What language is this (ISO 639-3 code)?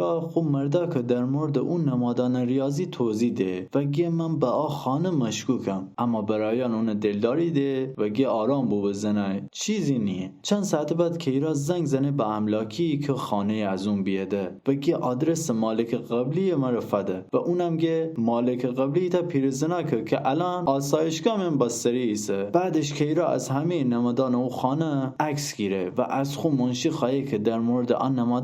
glk